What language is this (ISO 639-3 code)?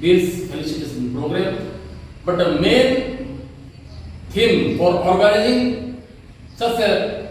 mjw